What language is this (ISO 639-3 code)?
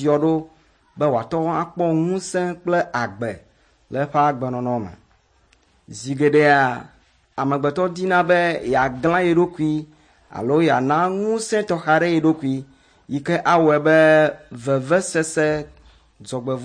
ewe